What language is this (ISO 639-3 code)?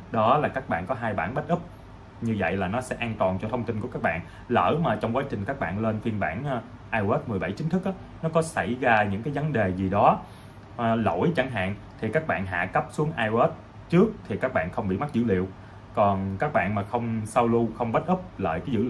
vie